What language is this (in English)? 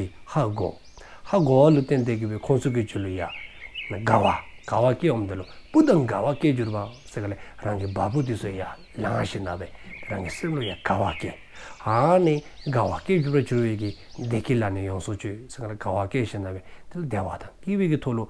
Dzongkha